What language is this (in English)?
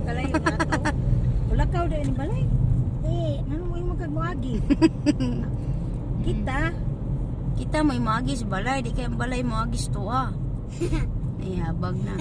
Cebuano